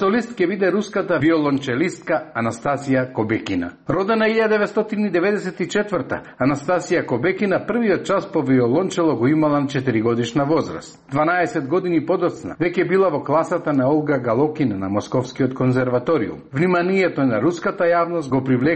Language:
Macedonian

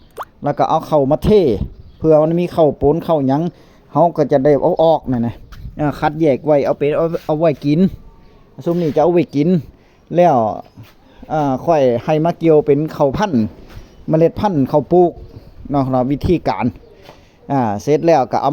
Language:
Northeastern Thai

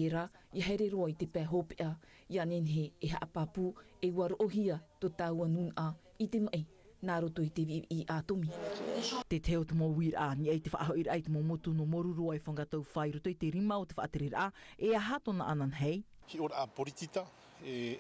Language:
Tahitian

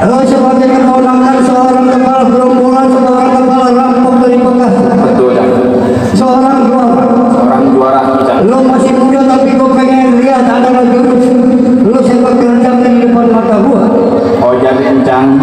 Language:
Betawi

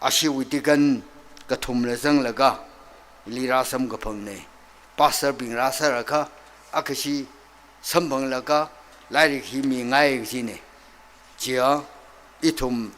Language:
Tangkhul Naga (India)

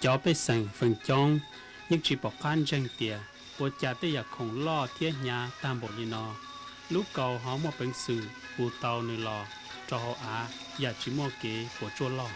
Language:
Hmong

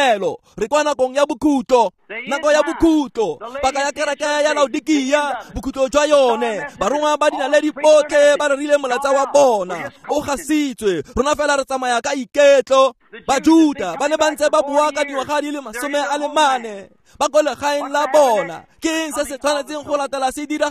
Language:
Tswana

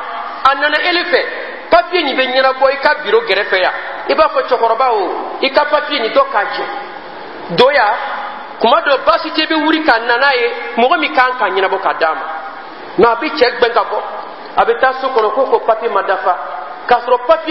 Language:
Dyula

